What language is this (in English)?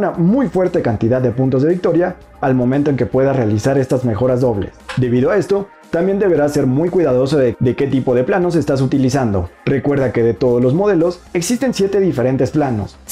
Spanish